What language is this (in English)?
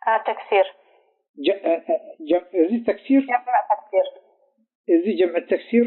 Tigrinya